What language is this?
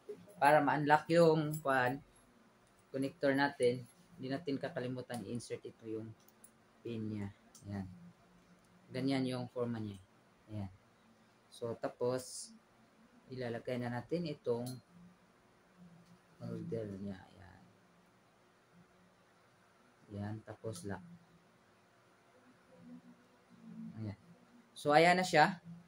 Filipino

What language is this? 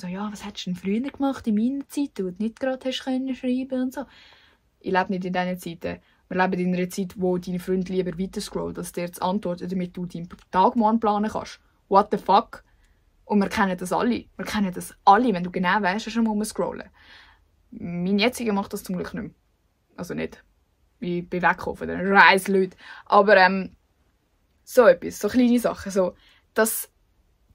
Swiss German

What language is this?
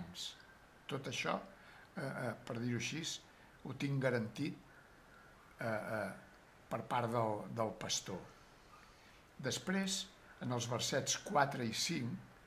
Catalan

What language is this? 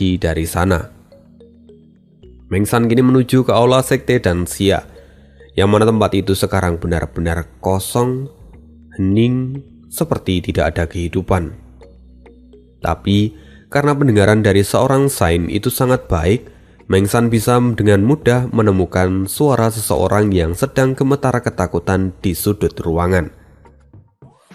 Indonesian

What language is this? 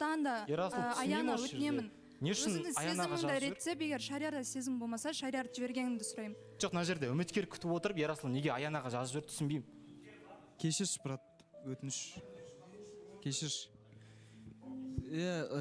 Kazakh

